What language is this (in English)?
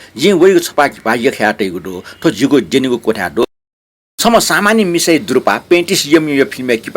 Newari